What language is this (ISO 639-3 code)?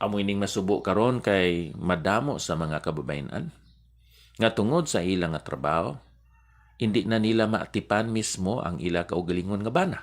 hil